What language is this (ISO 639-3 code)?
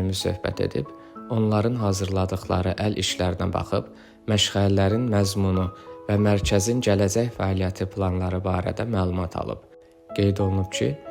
aze